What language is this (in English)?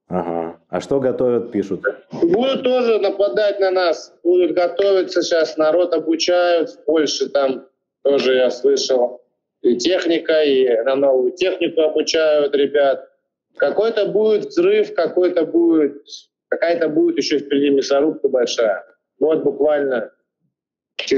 Russian